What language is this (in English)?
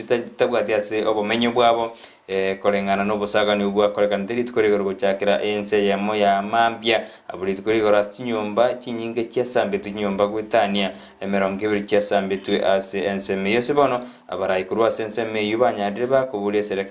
Gusii